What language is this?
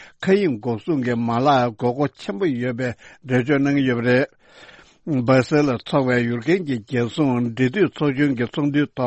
Tibetan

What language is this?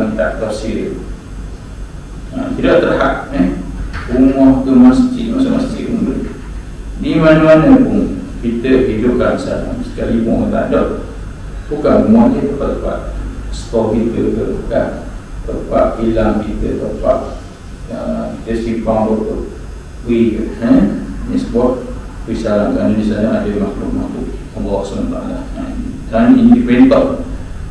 Malay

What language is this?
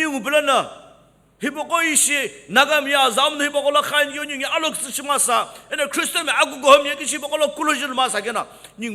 Sumi Naga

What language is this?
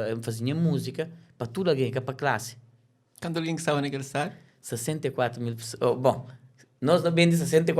Kabuverdianu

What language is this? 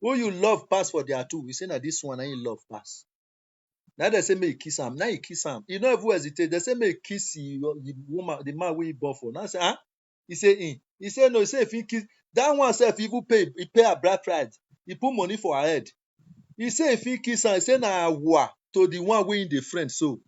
Nigerian Pidgin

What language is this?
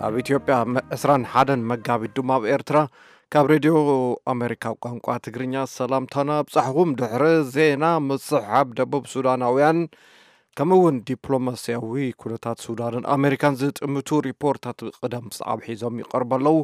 Tigrinya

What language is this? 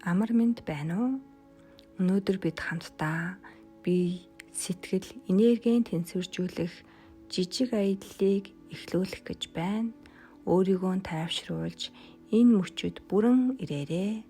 Mongolian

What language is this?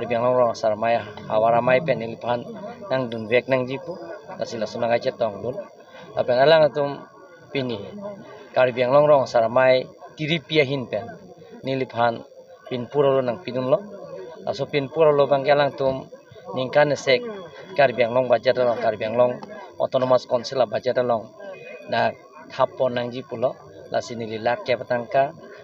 Karbi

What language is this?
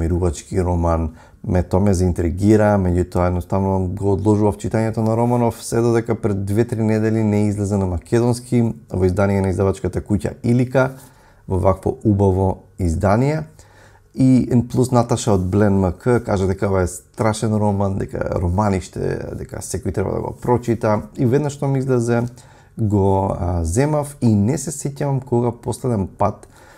Macedonian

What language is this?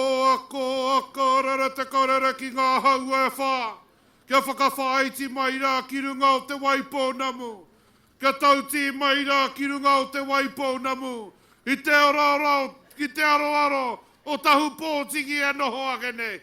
Māori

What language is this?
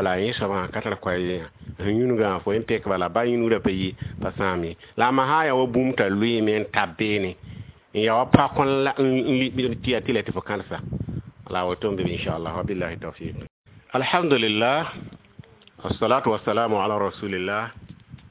Mossi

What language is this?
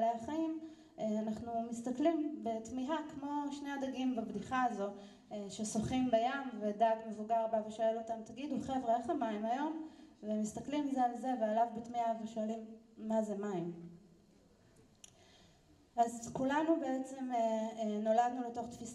Hebrew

